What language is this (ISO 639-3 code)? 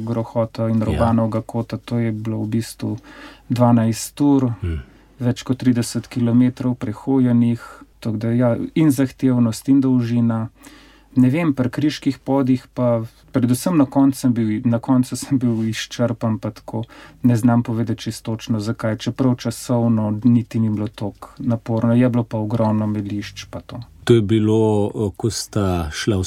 slv